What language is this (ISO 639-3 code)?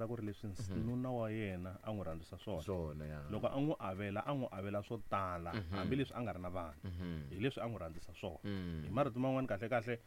tso